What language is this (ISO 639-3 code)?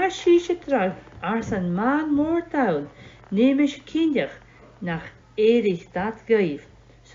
gla